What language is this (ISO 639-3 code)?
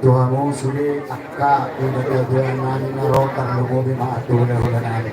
bbc